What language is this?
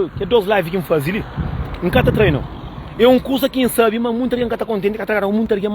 Kabuverdianu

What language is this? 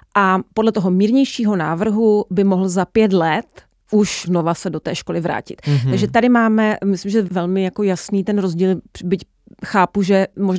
Czech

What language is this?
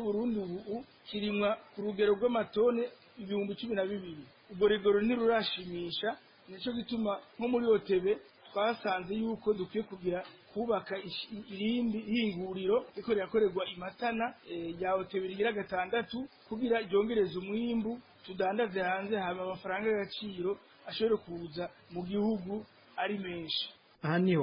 Rundi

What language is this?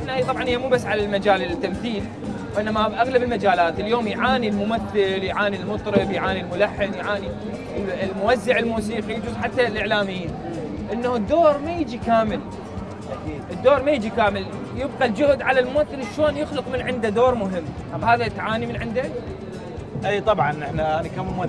Mesopotamian Arabic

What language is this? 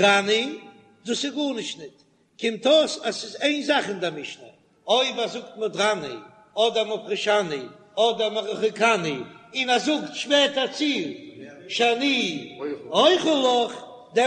Yiddish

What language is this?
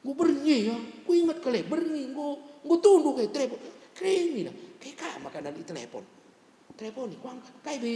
Batak Karo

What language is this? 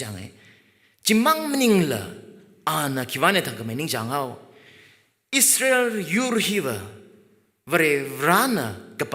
Tangkhul Naga (India)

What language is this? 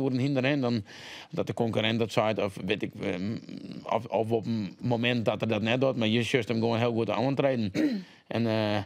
Western Frisian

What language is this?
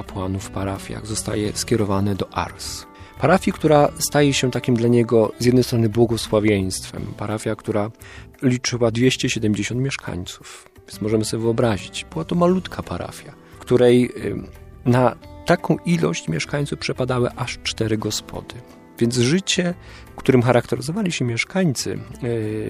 Polish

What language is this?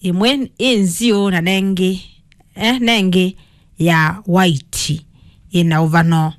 Kamba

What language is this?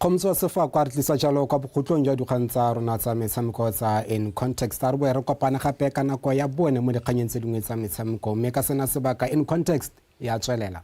Tswana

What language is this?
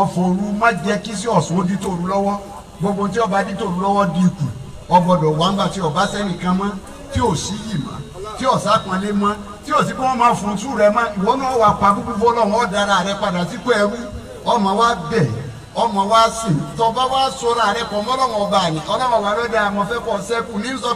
Yoruba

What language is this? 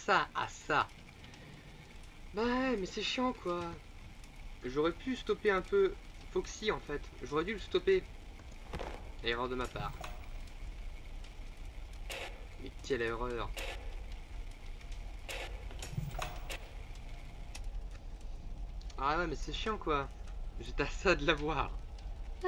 French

